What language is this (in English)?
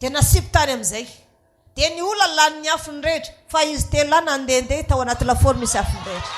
Malagasy